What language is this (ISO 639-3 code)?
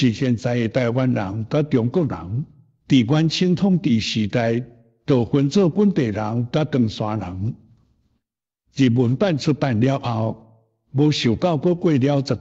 nan